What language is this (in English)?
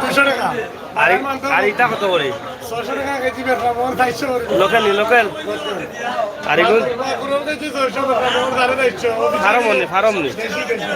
Sylheti